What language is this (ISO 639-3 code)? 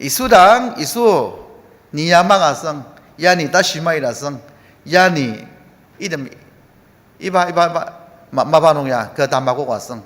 njo